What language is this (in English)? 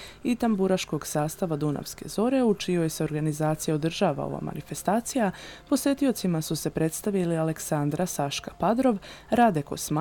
Serbian